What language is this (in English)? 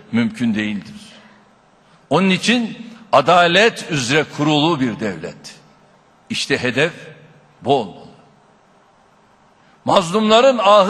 Turkish